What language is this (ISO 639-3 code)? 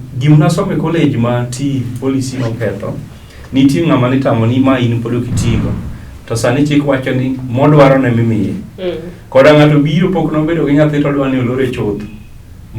luo